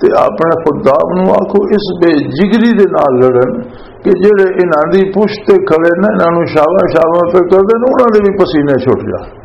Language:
Western Panjabi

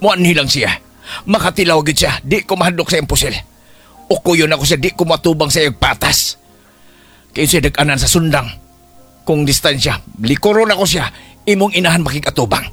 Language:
Cebuano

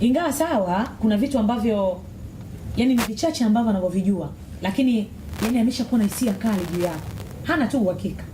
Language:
Swahili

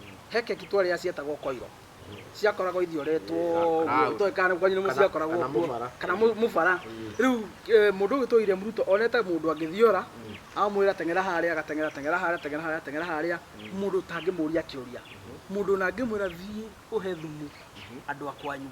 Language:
Kikuyu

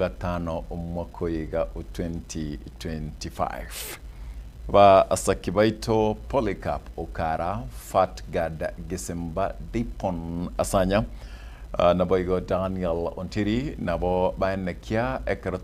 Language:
Gusii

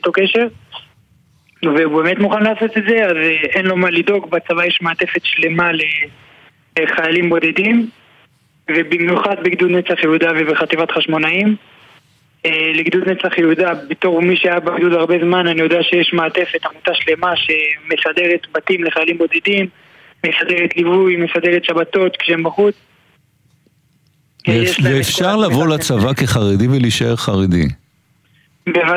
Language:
Hebrew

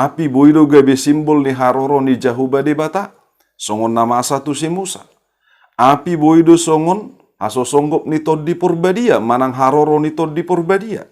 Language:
Batak Toba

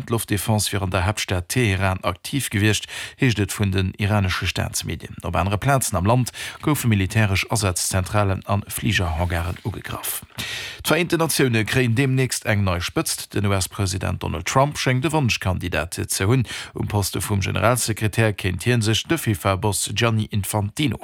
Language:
Luxembourgish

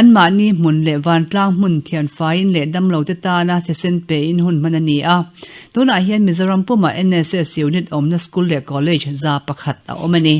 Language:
Mizo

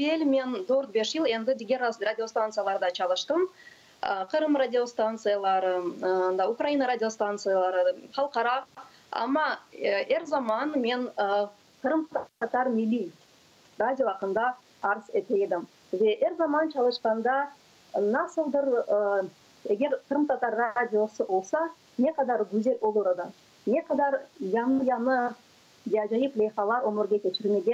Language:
Crimean Tatar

